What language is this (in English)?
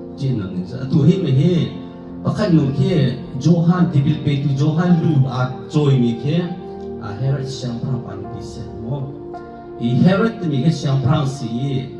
Hakha Chin